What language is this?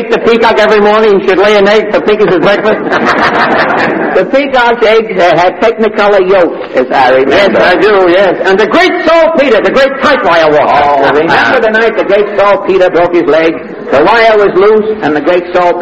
English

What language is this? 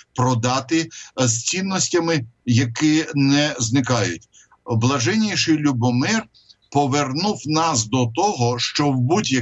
Ukrainian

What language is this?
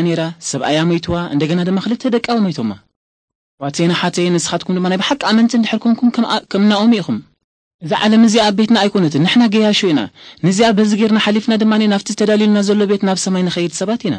Tigrinya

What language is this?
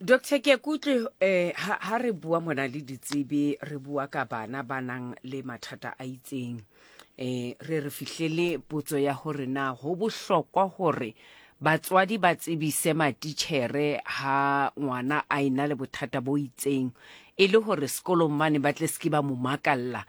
Southern Sotho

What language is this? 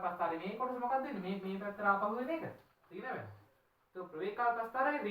Sinhala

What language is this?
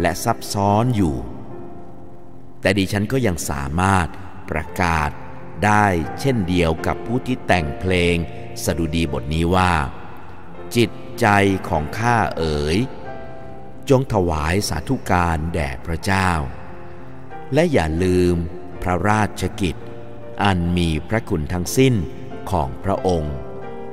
Thai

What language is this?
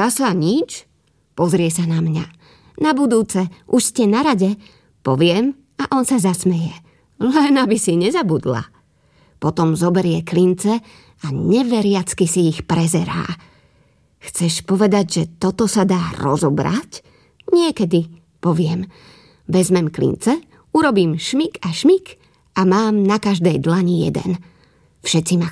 Slovak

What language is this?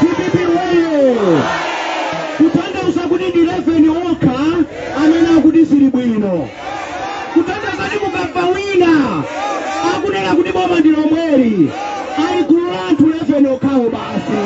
Nyanja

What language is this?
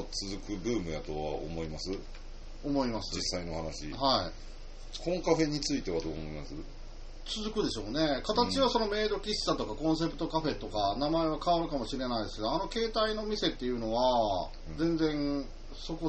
Japanese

